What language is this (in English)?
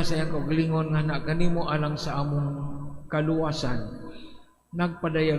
Cebuano